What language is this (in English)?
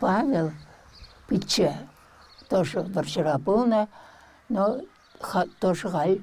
Chuvash